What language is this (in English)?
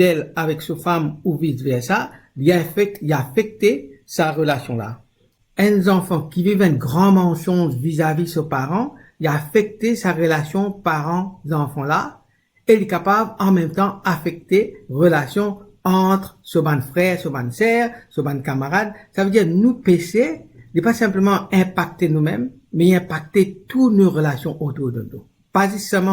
Morisyen